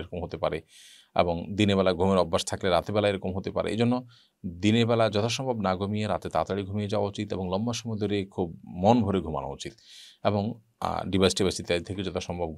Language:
Bangla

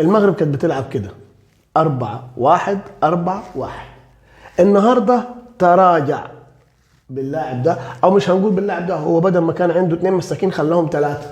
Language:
Egyptian Arabic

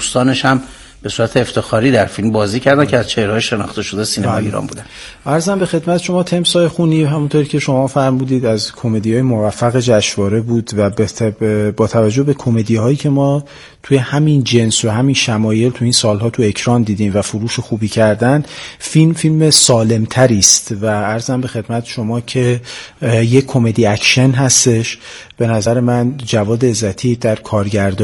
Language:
Persian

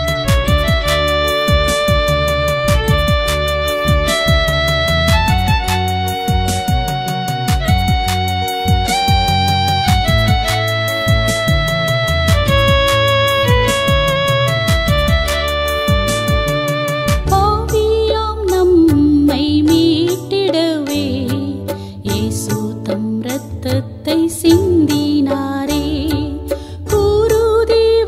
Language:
Tamil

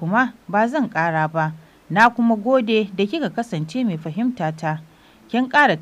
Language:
Hausa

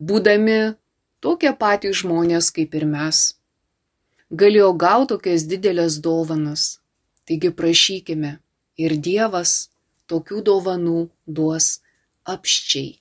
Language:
Lithuanian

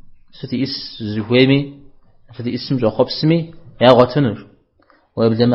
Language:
Kabardian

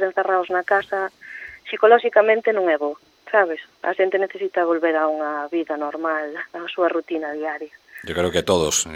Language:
Galician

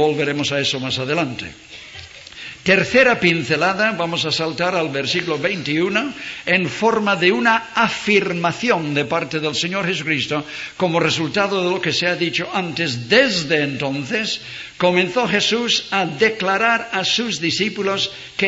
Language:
Spanish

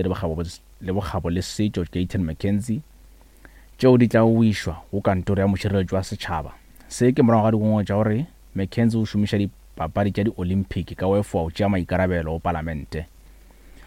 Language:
Northern Sotho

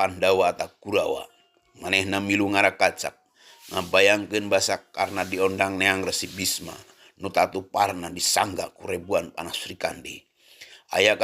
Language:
Sundanese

